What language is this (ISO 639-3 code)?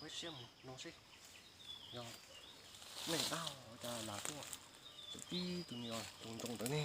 hmn